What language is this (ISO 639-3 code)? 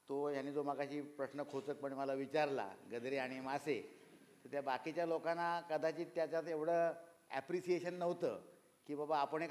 mar